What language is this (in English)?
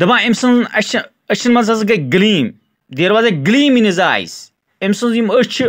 Kashmiri